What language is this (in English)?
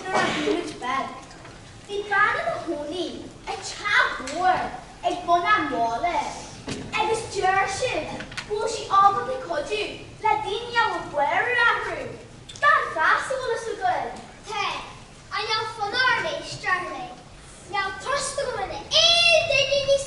Irish